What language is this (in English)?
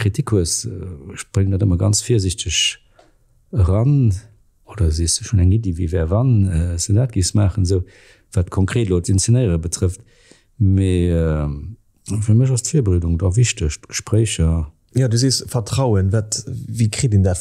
Luxembourgish